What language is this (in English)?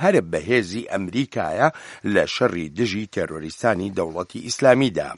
Central Kurdish